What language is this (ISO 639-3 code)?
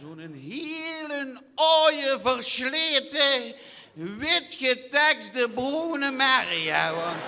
lim